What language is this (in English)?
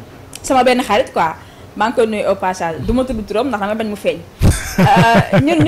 Wolof